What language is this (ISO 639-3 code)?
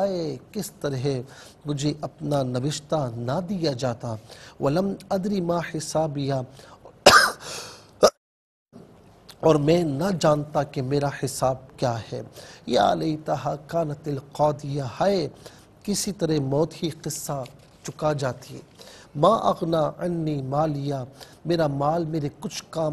urd